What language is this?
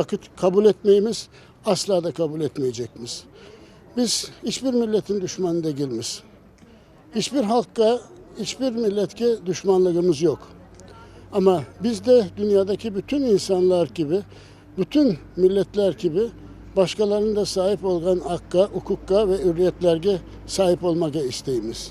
Crimean Tatar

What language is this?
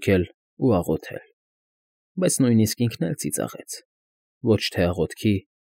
Armenian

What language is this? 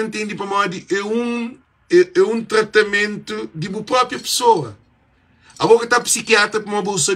Kabuverdianu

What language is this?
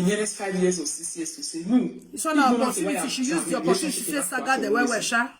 Nigerian Pidgin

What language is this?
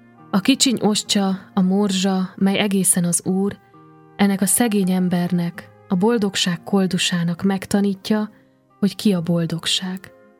Hungarian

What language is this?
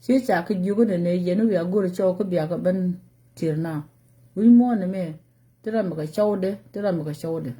Nuer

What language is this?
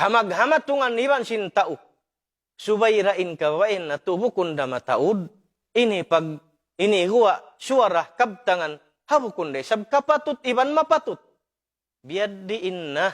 Tausug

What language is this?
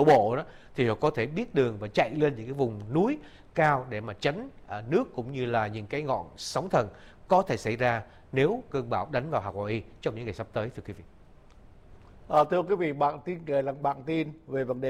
Vietnamese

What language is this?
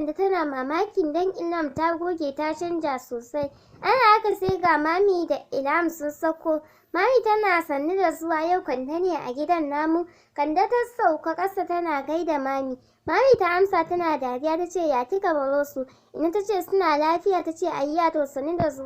Hausa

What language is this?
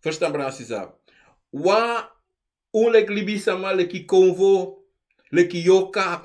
Sranan Tongo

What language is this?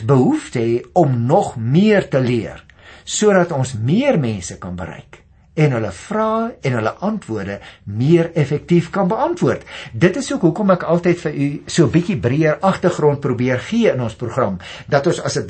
Afrikaans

